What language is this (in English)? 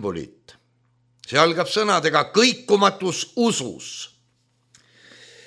Estonian